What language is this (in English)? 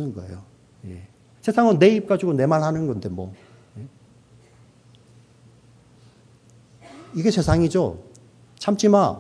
Korean